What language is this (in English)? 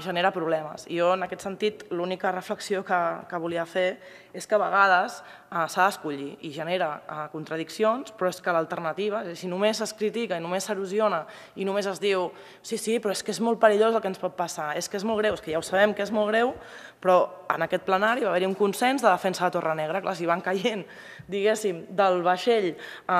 Catalan